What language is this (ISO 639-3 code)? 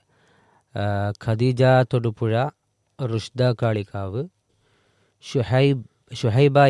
mal